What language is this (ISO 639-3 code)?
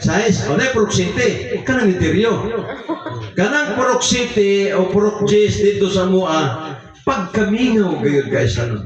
ceb